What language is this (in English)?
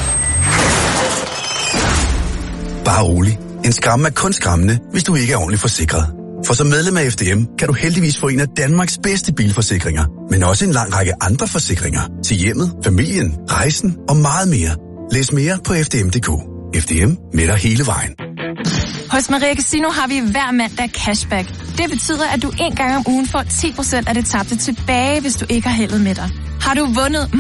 Danish